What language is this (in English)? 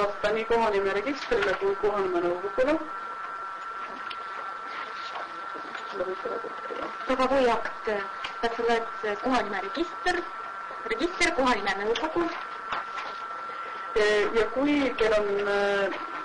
Estonian